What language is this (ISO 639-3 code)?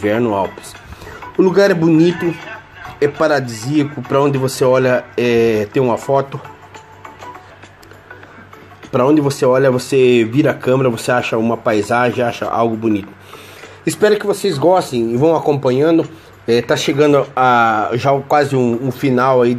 por